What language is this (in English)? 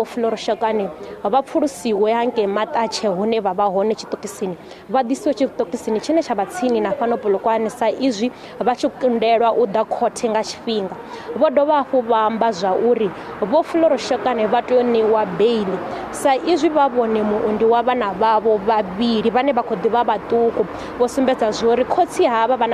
Venda